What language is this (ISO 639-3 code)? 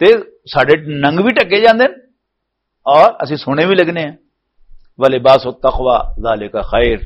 lah